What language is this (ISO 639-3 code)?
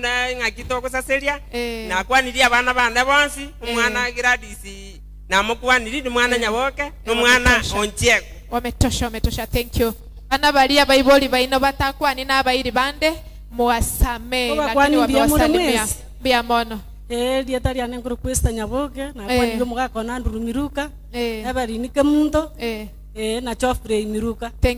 guz